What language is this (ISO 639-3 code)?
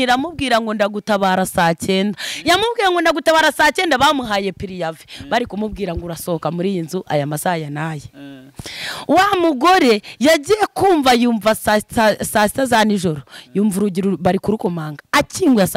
kin